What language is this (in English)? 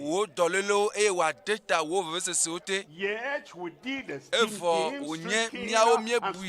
Ewe